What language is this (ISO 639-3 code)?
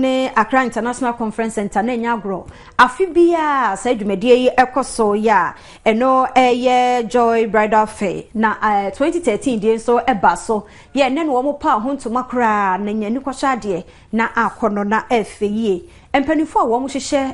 aka